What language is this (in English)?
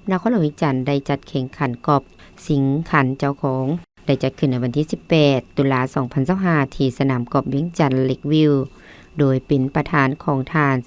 Lao